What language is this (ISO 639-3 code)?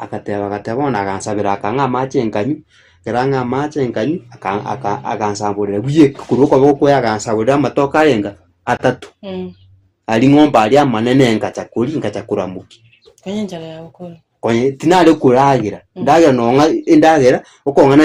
guz